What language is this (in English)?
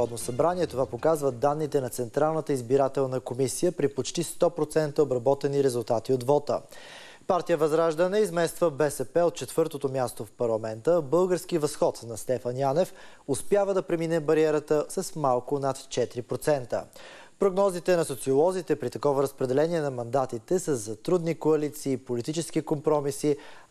Bulgarian